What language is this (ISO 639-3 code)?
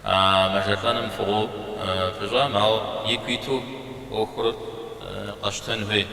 kbd